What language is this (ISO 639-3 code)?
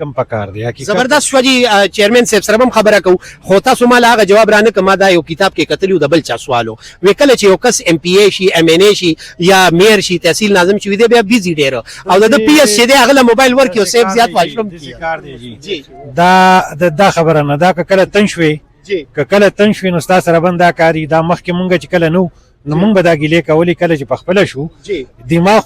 pus